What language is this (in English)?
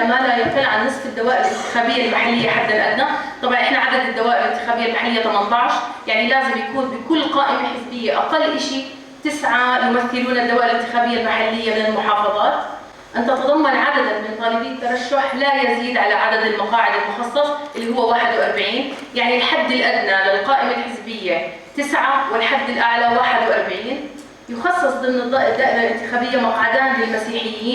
North Levantine Arabic